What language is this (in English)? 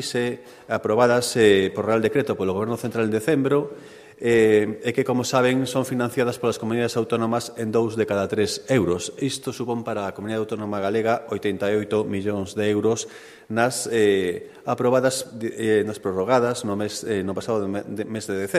Galician